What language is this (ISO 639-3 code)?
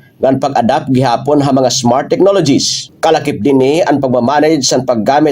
war